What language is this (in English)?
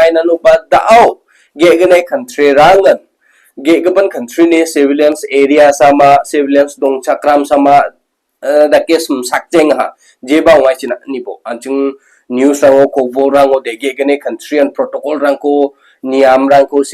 Garo